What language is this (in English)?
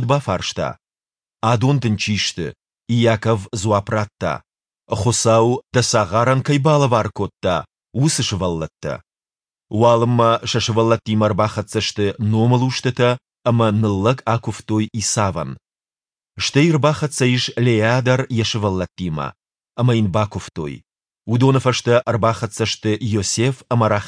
Ossetic